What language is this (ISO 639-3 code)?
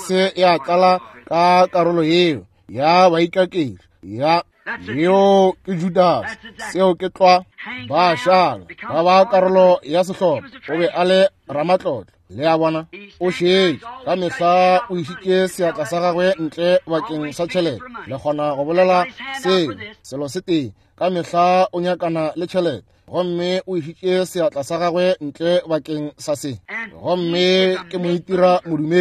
nso